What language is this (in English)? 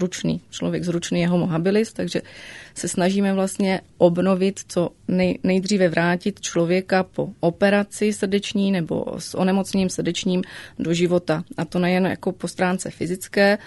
Czech